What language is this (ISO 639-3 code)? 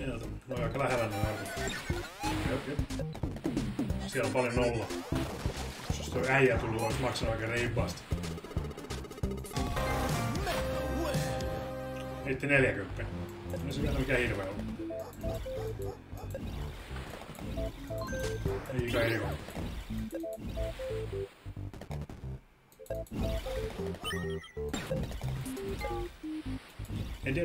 fin